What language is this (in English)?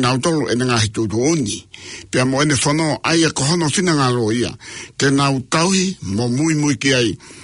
Tongan